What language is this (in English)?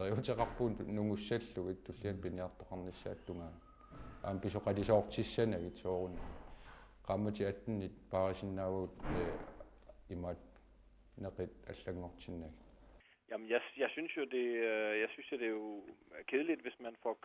Kalaallisut